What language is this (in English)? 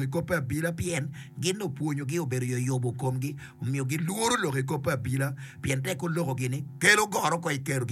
Acoli